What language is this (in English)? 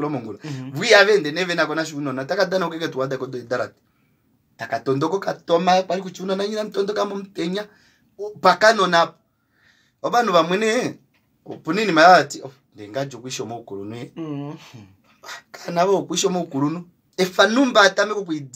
Kuanyama